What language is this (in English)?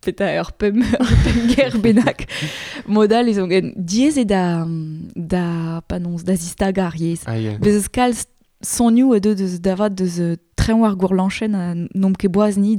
Breton